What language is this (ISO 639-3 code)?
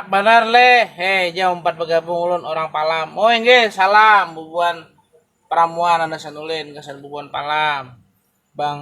bjn